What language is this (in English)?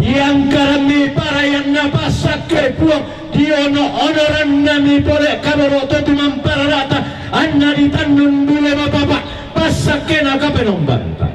Toraja-Sa'dan